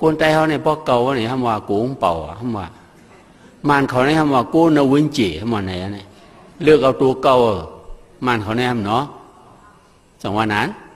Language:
Shan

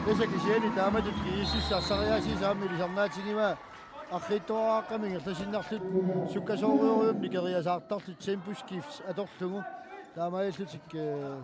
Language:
Kalaallisut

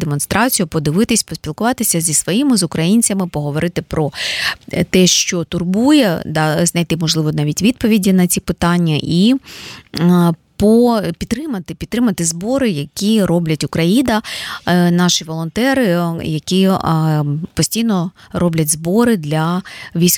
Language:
Ukrainian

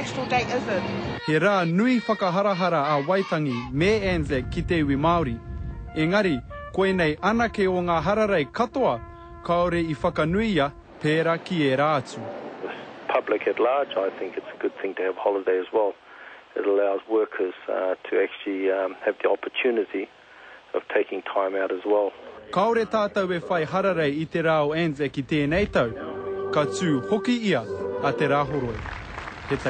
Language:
Māori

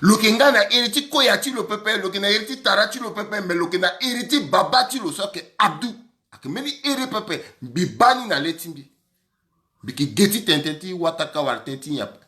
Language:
Sango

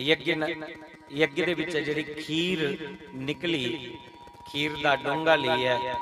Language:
Dogri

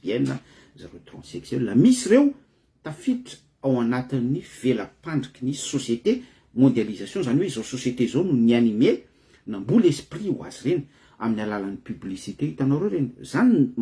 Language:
Malagasy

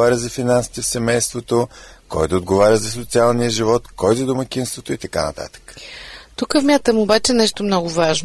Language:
Bulgarian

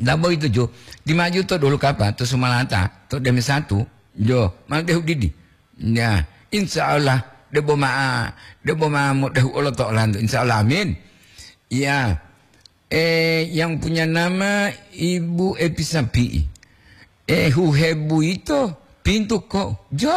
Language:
Gorontalo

